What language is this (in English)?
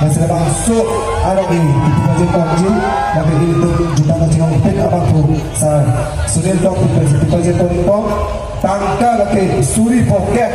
Karbi